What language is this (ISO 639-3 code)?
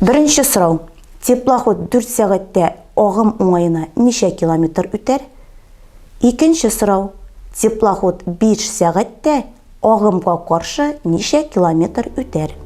tat